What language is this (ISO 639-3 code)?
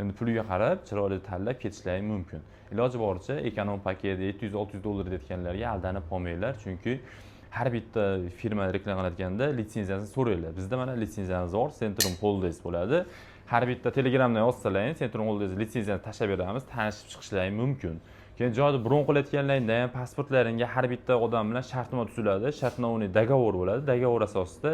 uzb